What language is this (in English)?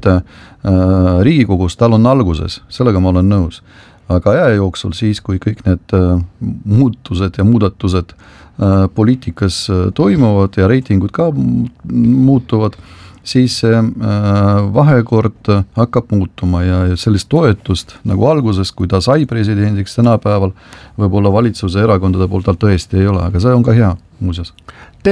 Estonian